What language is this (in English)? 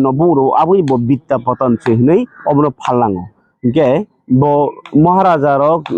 Kok Borok